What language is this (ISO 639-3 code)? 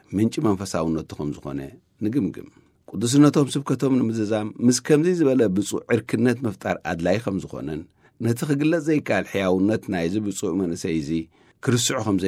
tir